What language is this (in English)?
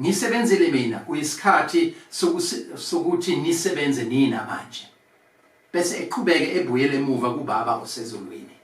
Zulu